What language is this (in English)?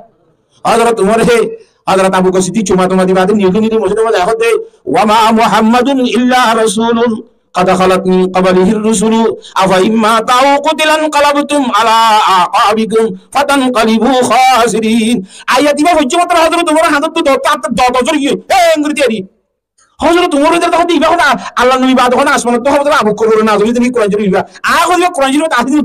Rohingya